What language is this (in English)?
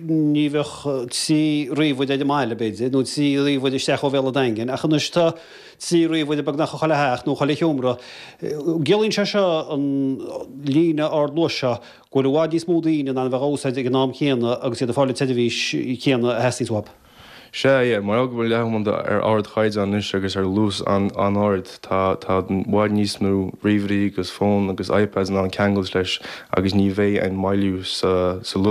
Irish